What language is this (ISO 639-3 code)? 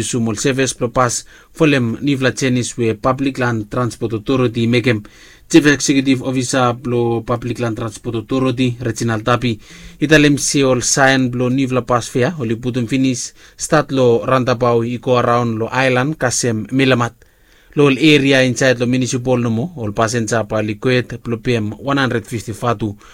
bis